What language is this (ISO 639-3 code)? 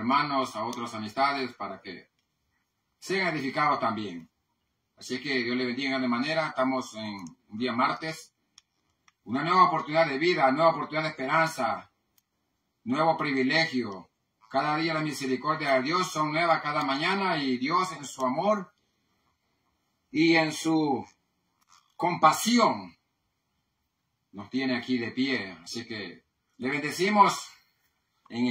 spa